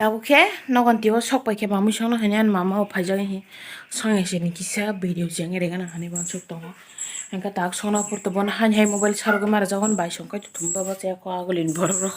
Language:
Kok Borok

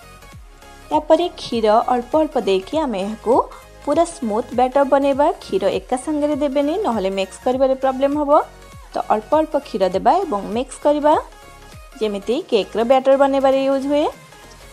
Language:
Odia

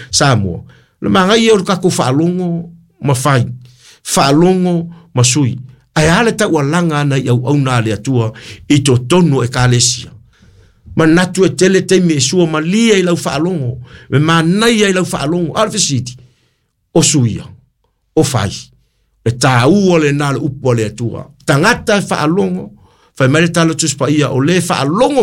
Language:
Samoan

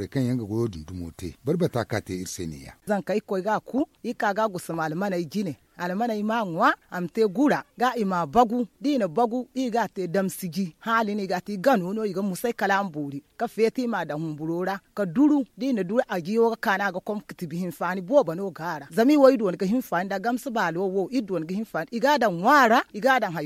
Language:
Zarma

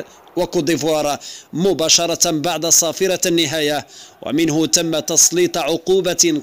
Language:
Arabic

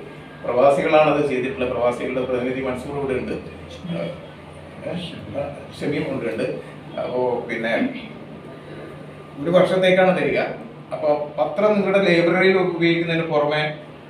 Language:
Malayalam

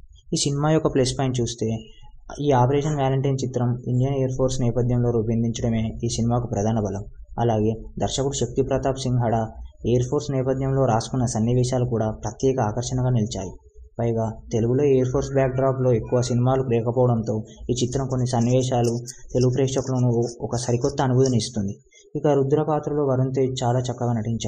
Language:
Telugu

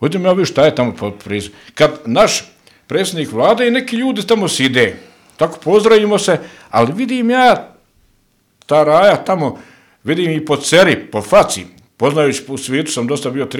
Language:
Bosnian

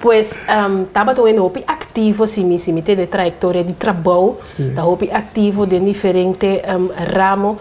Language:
Papiamento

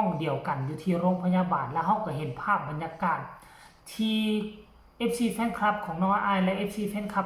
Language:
Lao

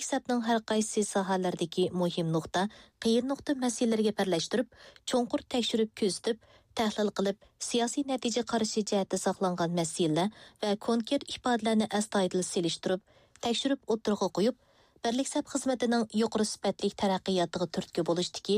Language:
Uyghur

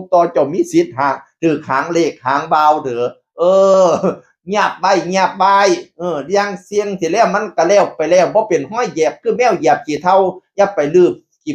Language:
Northeastern Thai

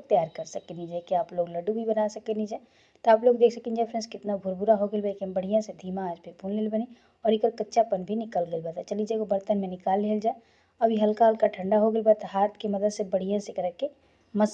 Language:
Bhojpuri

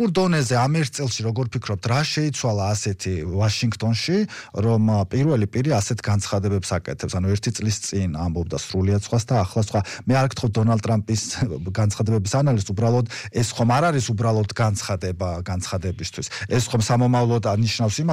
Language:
Georgian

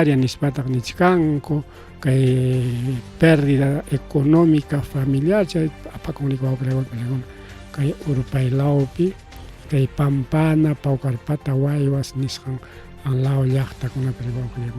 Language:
Ayacucho Quechua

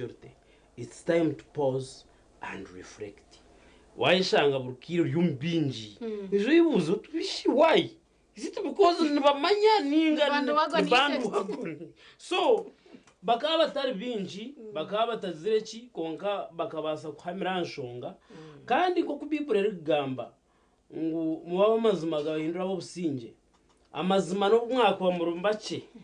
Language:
Nyankole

